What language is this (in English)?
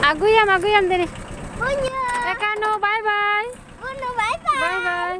Santali